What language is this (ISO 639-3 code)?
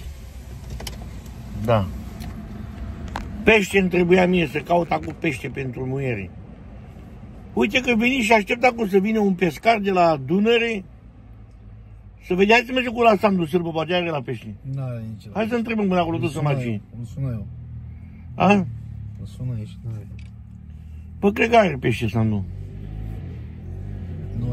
ron